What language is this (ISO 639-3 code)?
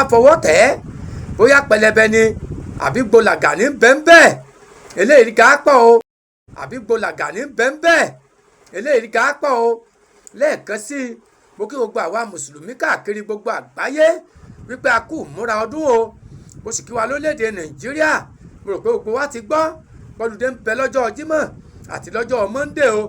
yor